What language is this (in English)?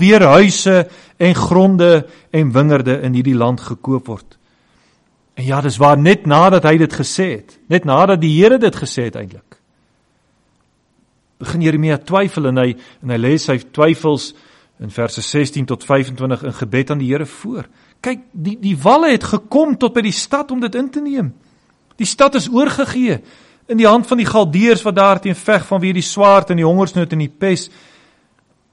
Afrikaans